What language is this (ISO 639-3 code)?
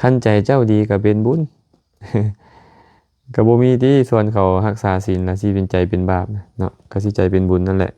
lao